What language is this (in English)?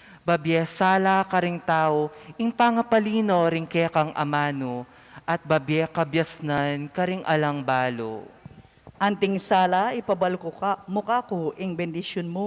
Pampanga